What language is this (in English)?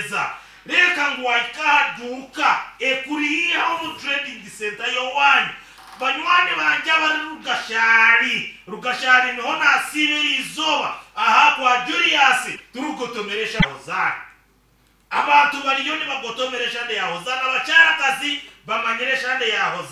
Nyankole